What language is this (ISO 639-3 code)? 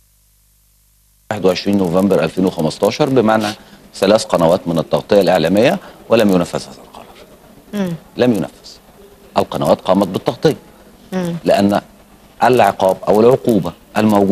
ara